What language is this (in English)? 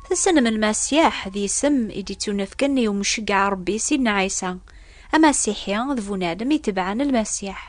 Kabyle